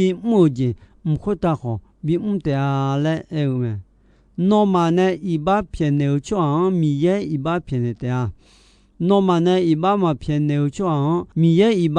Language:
Akha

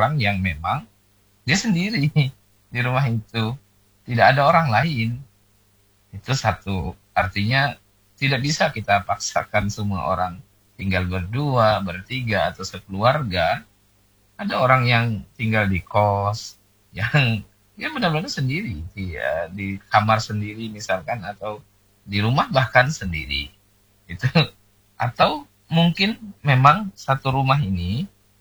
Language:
Indonesian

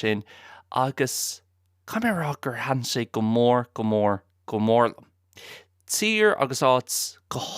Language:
Irish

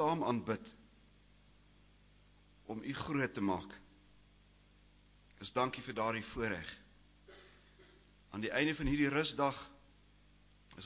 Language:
Afrikaans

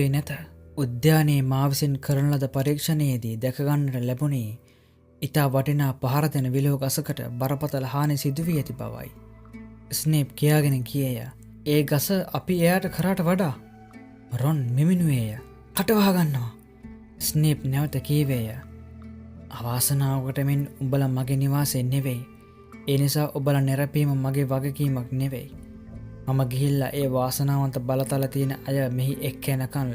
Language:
Sinhala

